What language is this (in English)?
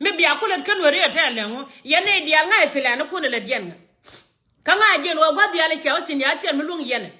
Nuer